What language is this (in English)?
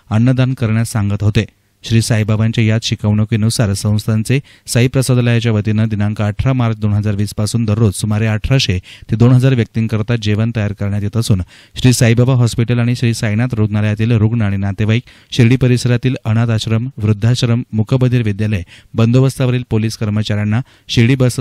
Marathi